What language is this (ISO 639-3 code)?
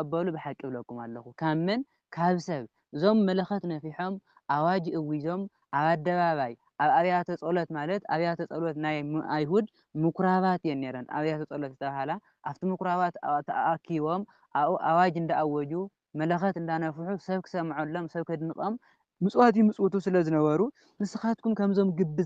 tir